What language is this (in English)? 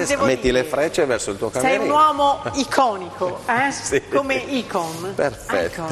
Italian